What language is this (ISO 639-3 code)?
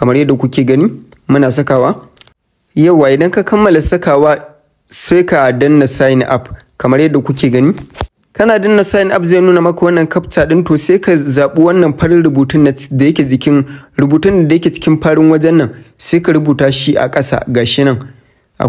hau